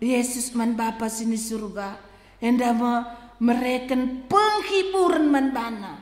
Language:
Batak Karo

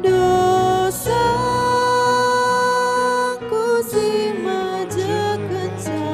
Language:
Batak Karo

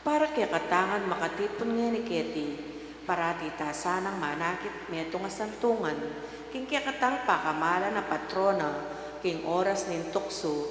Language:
Pampanga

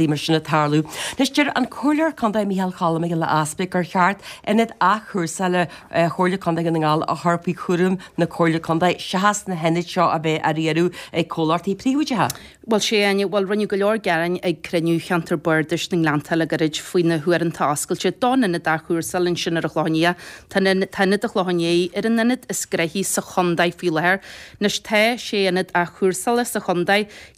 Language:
Irish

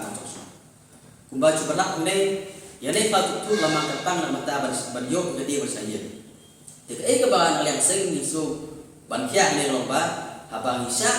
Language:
Khasi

